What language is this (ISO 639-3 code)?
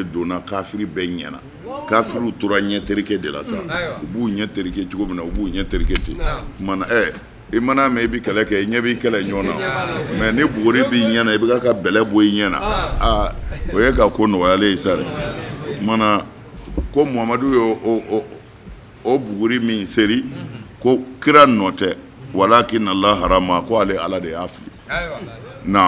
bam